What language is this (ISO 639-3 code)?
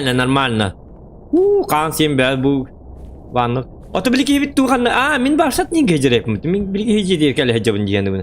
sah